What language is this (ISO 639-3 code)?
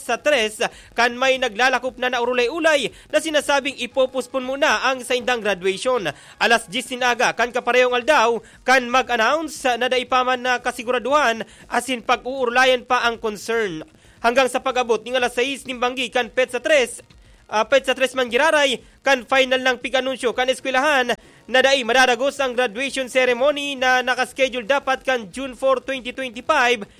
bik